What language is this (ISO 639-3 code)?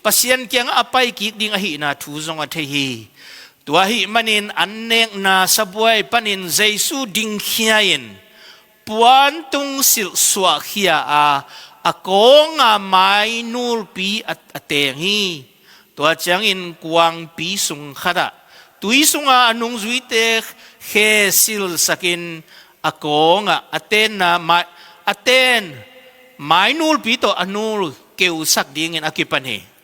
ctd